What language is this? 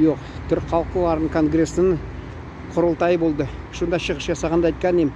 Tatar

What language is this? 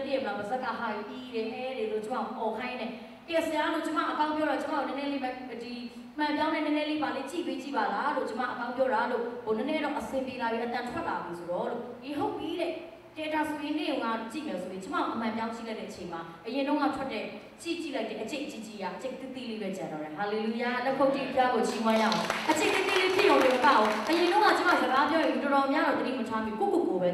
Burmese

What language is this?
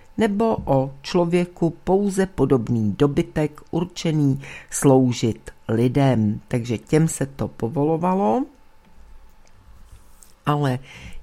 Czech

